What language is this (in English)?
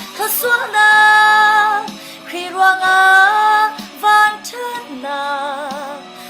Falam Chin